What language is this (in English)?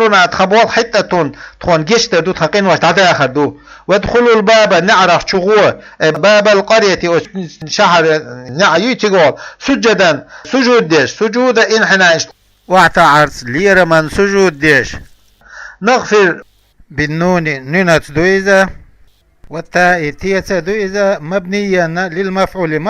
Chechen